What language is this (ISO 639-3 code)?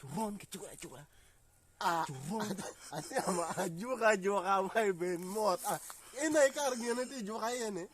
ach